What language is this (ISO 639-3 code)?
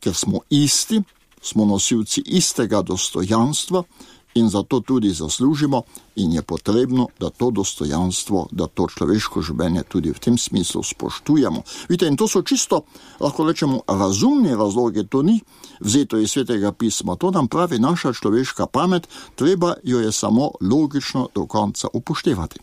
slv